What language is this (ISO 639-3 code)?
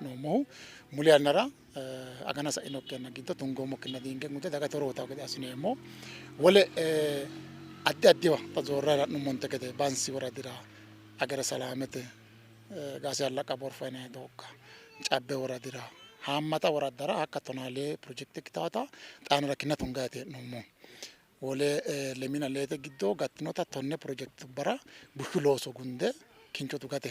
sid